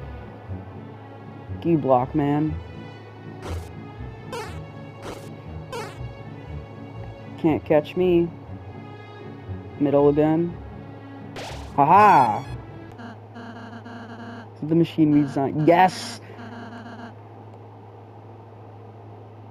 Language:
English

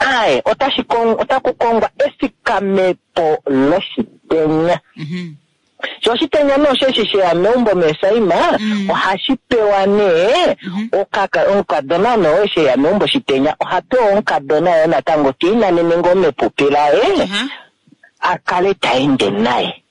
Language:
Kuanyama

